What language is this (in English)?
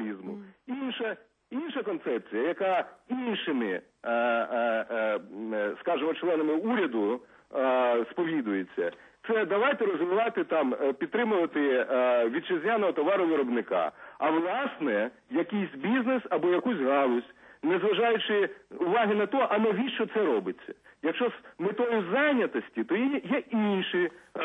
Ukrainian